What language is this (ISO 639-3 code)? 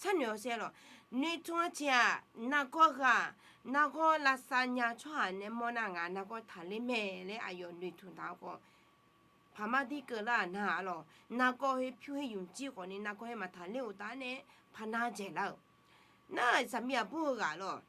ahk